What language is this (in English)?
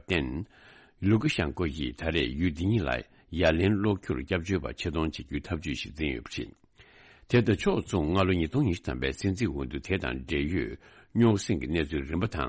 Tibetan